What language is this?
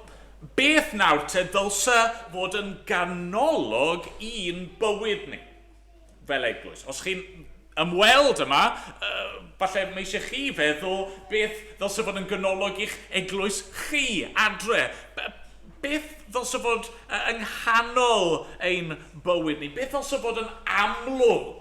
Welsh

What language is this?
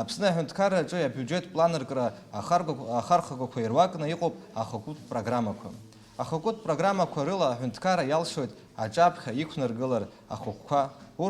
Abkhazian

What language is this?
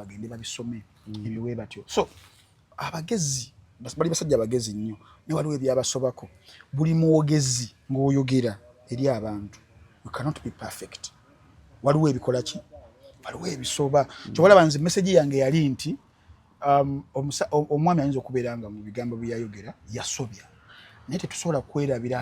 Ganda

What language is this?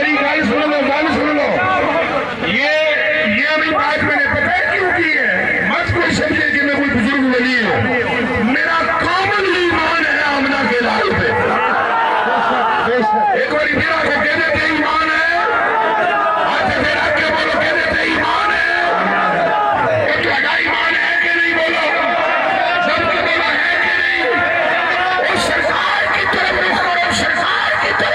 Urdu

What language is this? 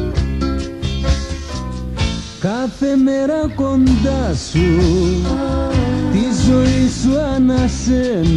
Greek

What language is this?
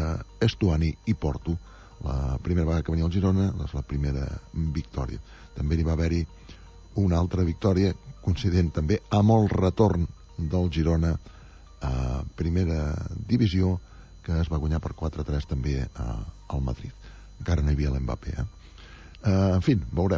Catalan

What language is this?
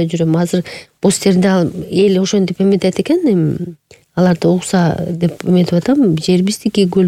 Kyrgyz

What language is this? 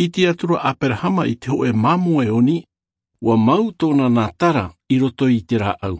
Tahitian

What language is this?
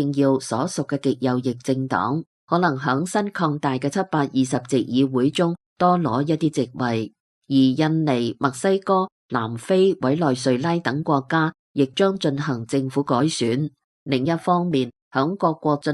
Cantonese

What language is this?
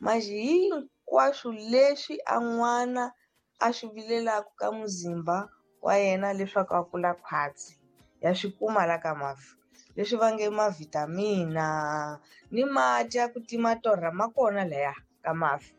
Tsonga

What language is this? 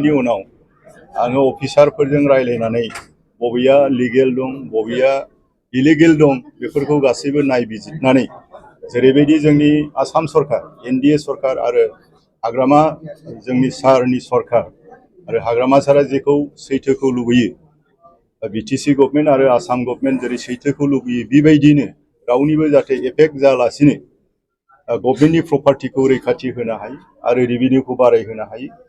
Bodo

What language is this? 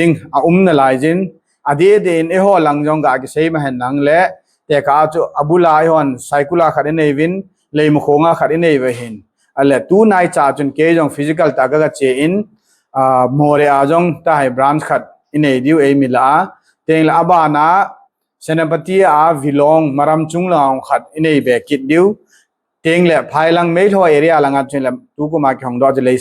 Thado Chin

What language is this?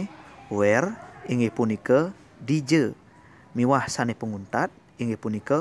Balinese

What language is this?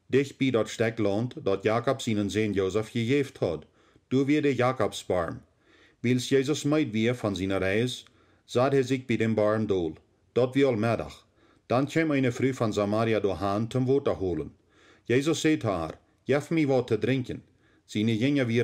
Plautdietsch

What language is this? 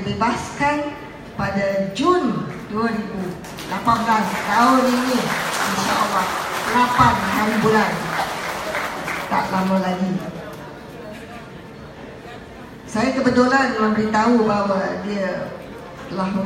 Malay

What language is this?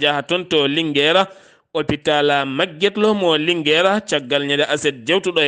Fula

